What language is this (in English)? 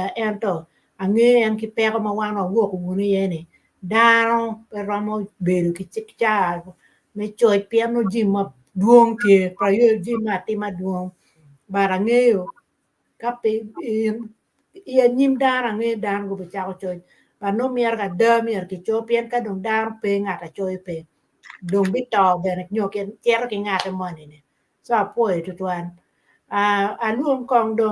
Acoli